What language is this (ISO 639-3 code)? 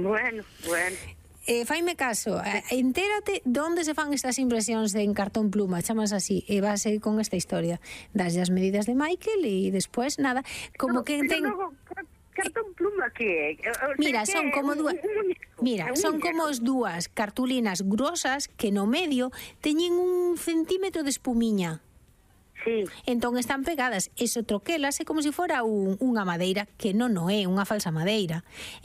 glg